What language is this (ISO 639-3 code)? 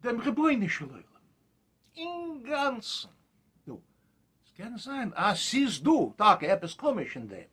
yid